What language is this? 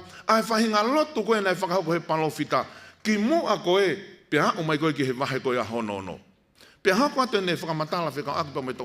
Tongan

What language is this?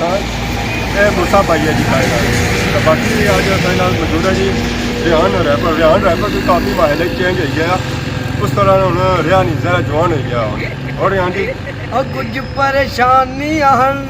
Pahari-Potwari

